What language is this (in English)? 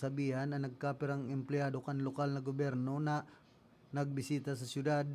Bikol